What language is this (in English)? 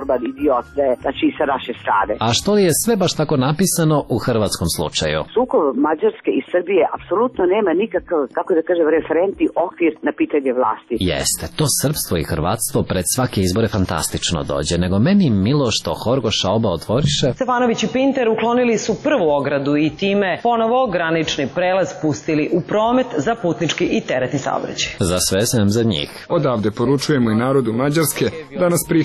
Serbian